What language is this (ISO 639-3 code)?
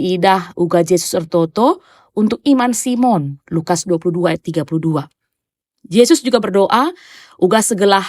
btx